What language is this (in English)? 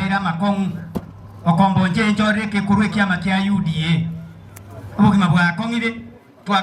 Gusii